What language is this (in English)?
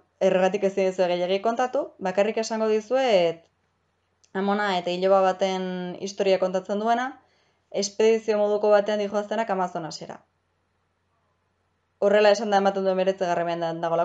Basque